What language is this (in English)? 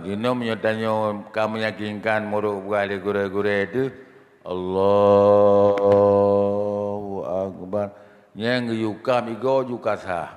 Achinese